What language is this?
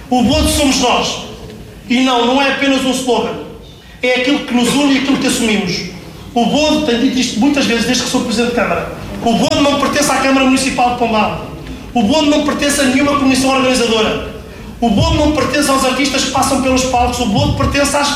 Portuguese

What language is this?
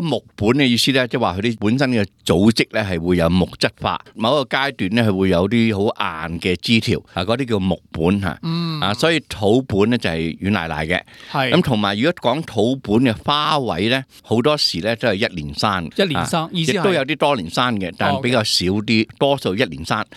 Cantonese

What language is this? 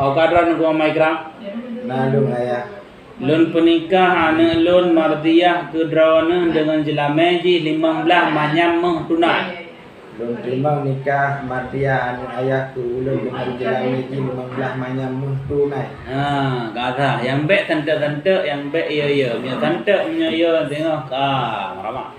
Achinese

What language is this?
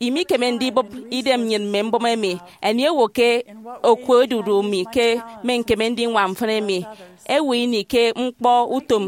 Efik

